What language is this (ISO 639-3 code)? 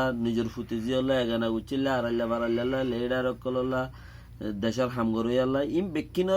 rhg